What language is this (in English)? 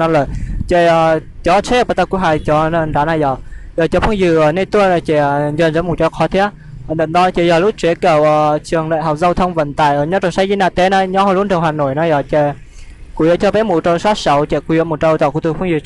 Hmong